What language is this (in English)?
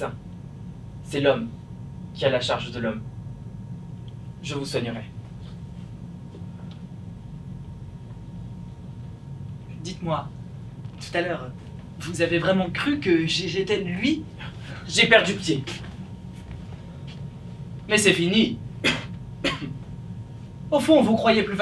French